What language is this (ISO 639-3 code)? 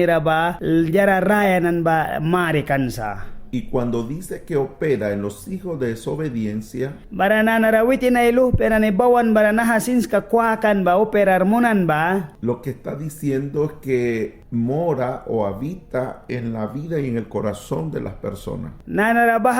miq